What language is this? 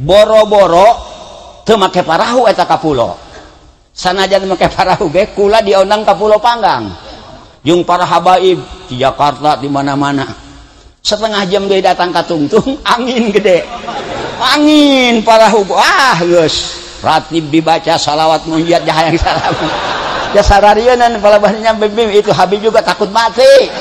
Sundanese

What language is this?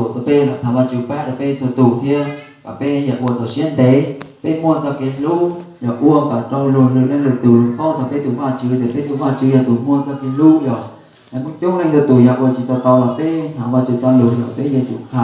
Hmong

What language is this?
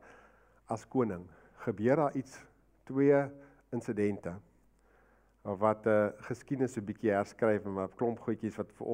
Afrikaans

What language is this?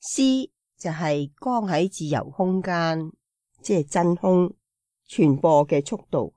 Cantonese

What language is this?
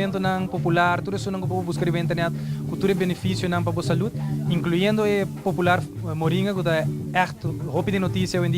Papiamento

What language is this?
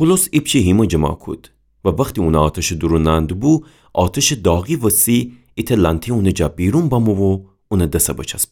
Gilaki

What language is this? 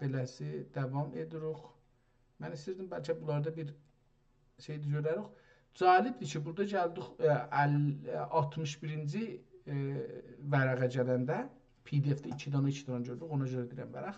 South Azerbaijani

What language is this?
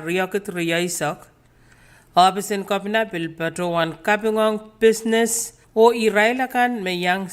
Pohnpeian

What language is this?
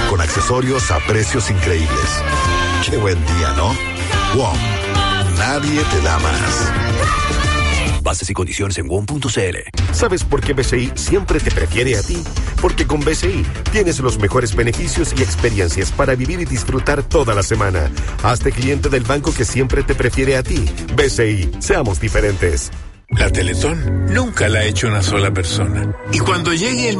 Spanish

